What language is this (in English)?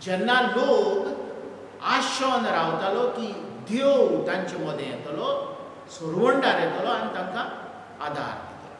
Konkani